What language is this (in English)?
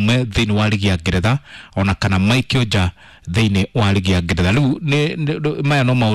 Kikuyu